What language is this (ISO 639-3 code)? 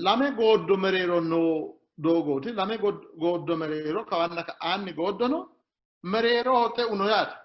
sid